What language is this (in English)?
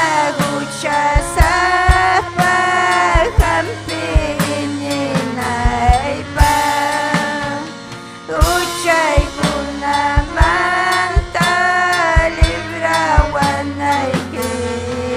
Ayacucho Quechua